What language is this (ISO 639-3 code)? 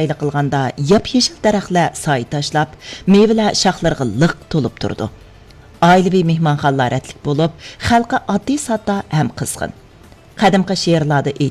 uig